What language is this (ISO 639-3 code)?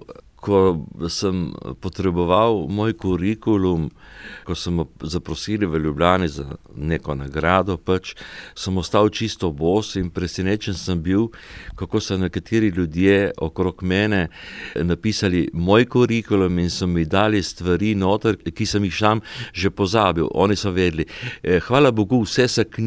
slv